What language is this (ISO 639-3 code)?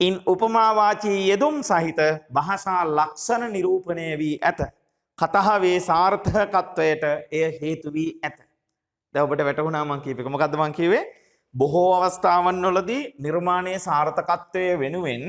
sin